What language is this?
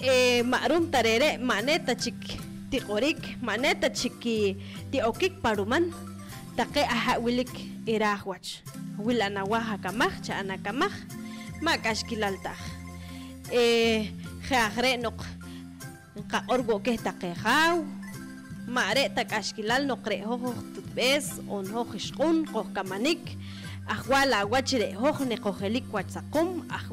Poqomchi'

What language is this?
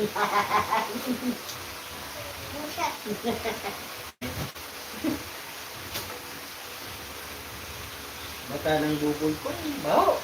Bikol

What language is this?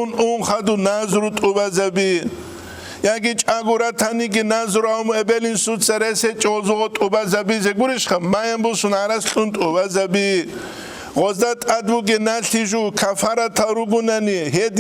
Avaric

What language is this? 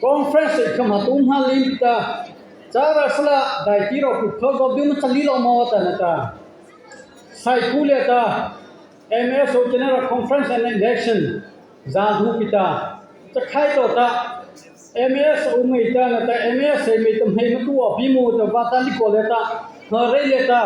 Mara Chin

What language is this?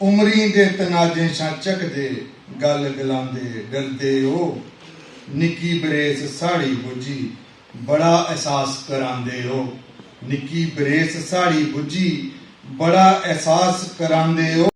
Dogri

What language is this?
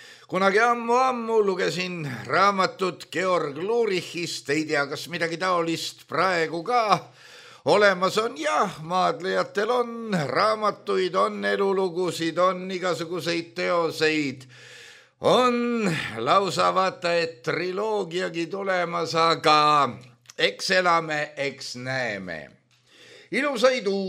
Estonian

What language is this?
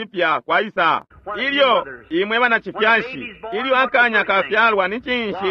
Bemba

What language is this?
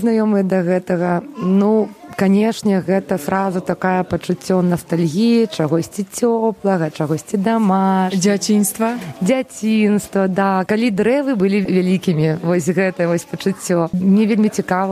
Belarusian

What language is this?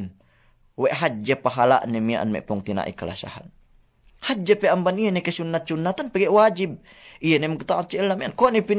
Yakan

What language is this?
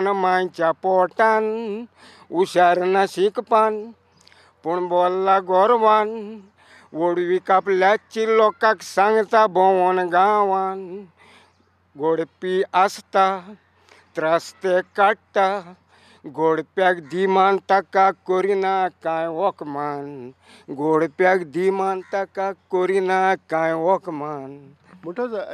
Konkani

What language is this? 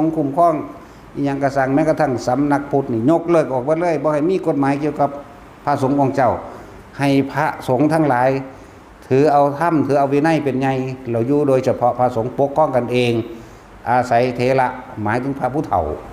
Northeastern Thai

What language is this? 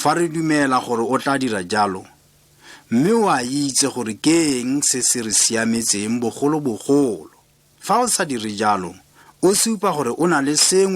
Tswana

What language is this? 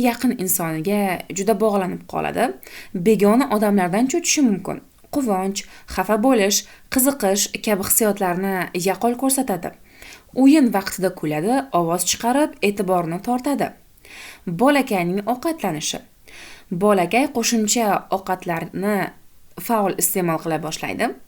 Uzbek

